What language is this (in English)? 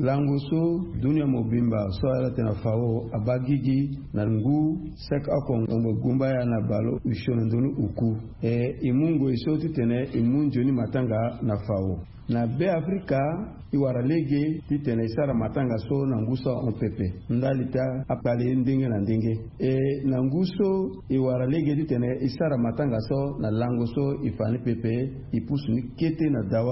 Sango